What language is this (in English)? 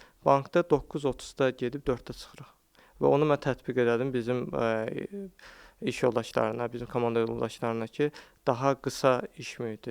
Azerbaijani